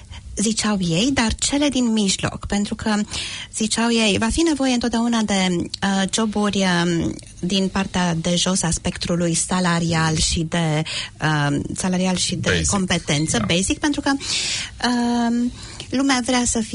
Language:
Romanian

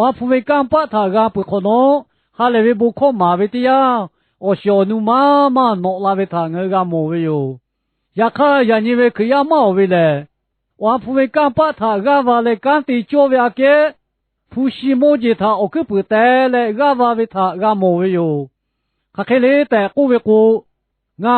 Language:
Lahu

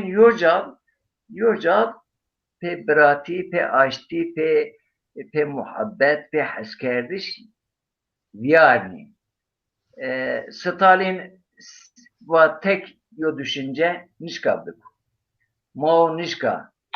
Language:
Zaza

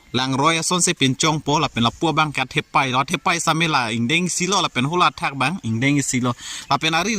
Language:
Karbi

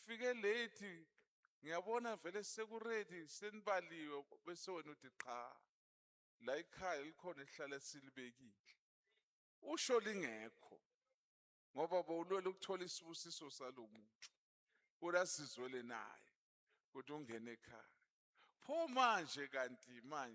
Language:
Zulu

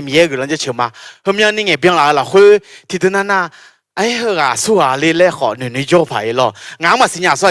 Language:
Akha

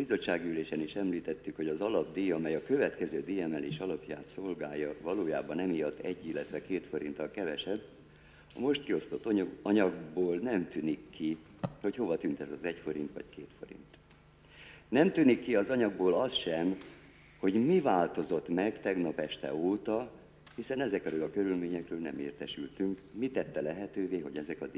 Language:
Hungarian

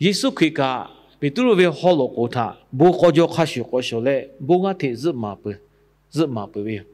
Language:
Lahu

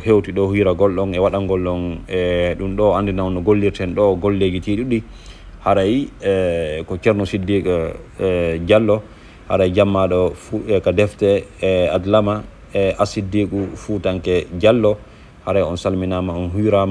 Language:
Fula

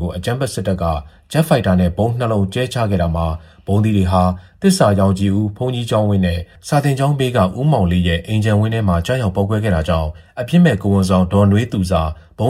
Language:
Burmese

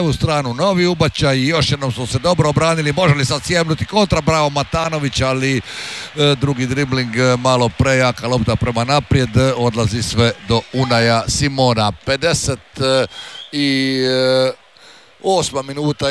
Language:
Croatian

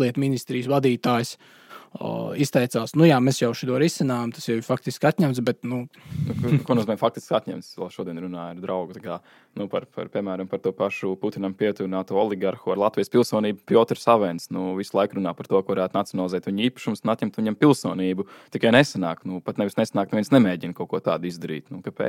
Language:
Latvian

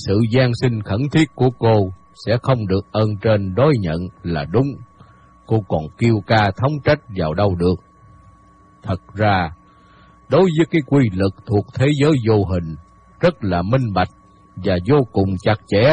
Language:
Vietnamese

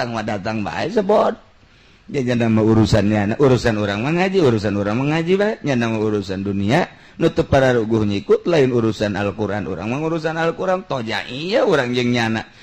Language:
Sundanese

